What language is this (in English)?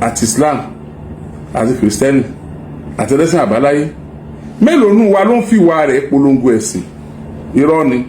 Yoruba